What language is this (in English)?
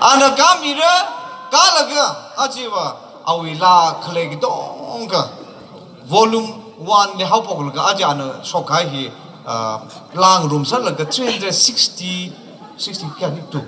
Tangkhul Naga (India)